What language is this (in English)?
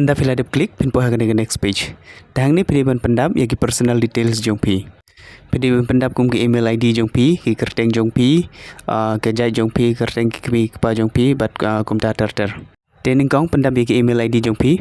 Khasi